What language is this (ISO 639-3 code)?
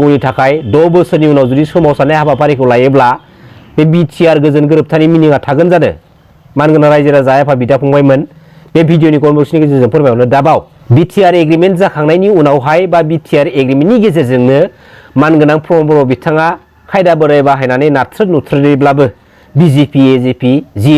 brx